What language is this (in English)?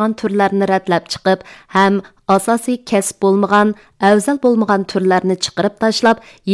Uyghur